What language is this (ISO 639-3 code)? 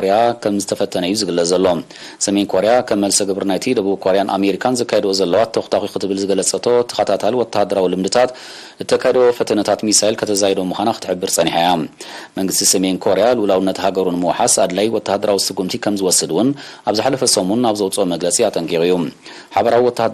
tir